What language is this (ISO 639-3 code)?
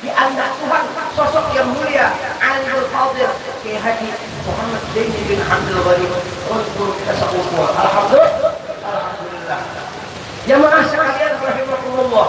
bjn